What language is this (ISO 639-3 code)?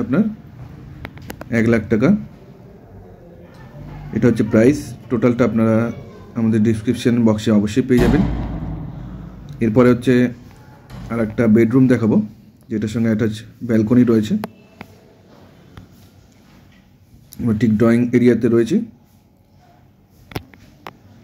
ben